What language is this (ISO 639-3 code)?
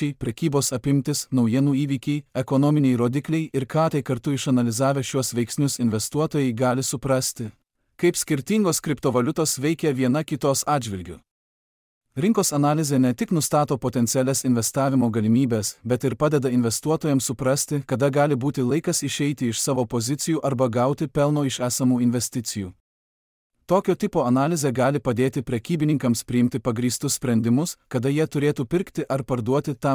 lit